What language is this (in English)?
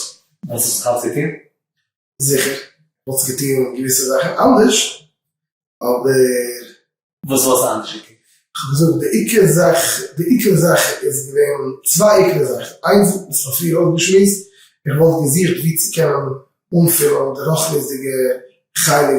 Yiddish